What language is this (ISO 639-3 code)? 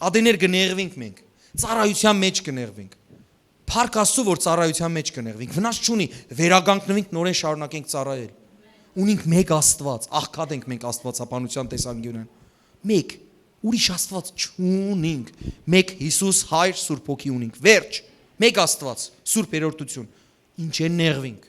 hyw